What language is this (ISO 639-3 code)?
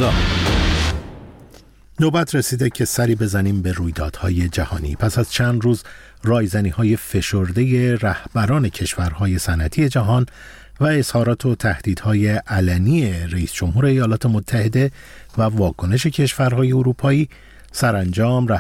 fas